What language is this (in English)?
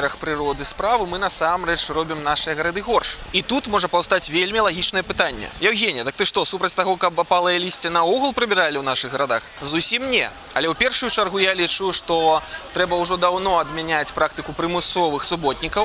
Belarusian